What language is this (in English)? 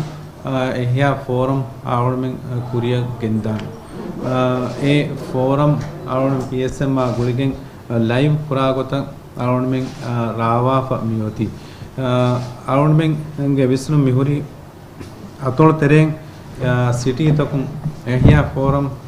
Divehi